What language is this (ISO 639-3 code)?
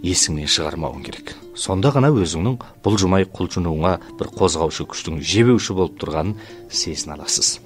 kaz